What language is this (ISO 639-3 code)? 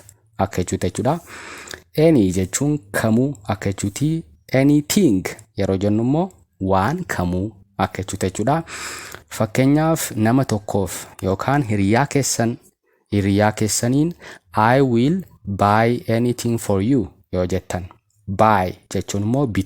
orm